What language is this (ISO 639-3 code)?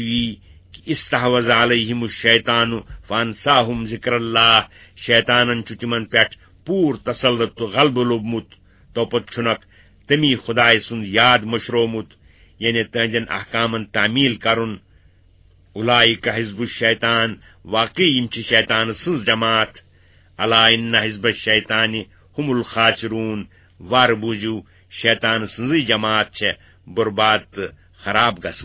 kas